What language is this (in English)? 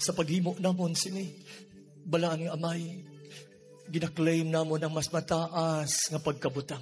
Hiligaynon